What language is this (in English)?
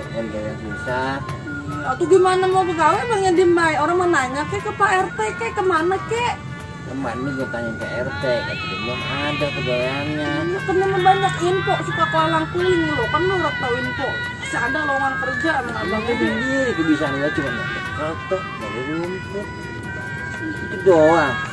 Betawi